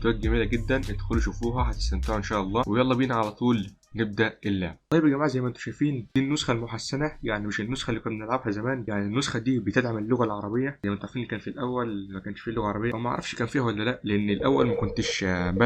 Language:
Egyptian Arabic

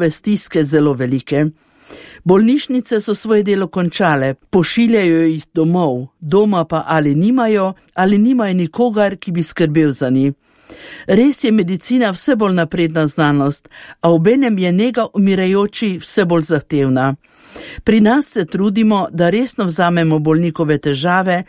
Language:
Slovenian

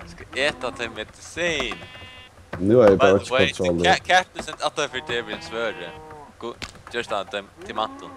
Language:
Faroese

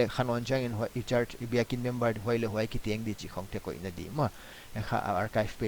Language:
Paite Chin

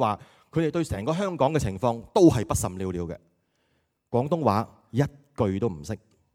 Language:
Cantonese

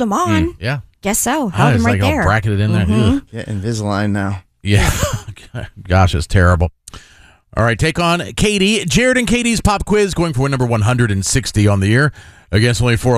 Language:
English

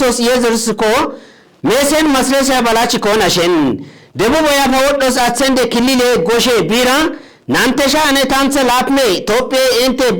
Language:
Kafa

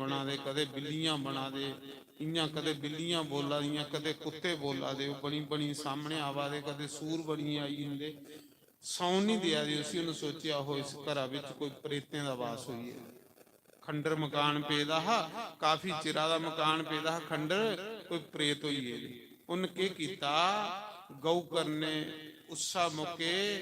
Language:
Dogri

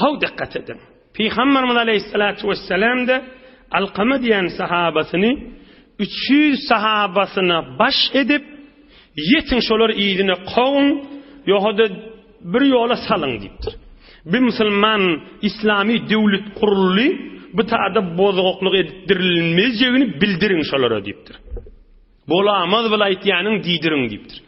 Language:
Turkmen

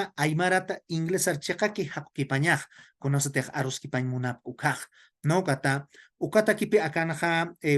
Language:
Aymara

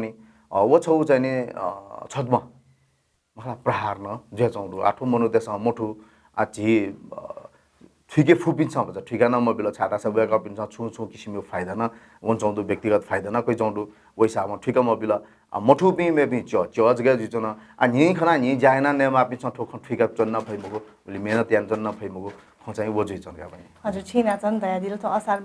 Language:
Newari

